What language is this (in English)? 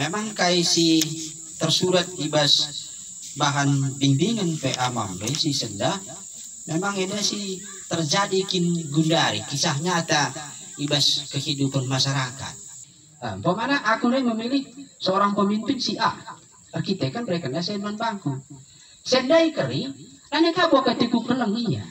Batak Karo